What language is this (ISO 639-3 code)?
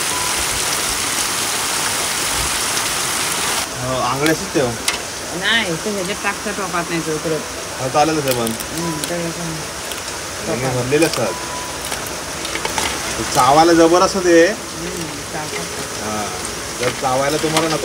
mar